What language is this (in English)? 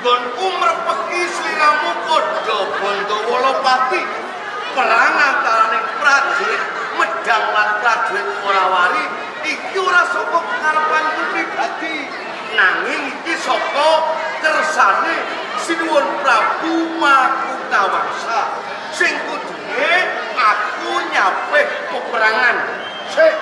Javanese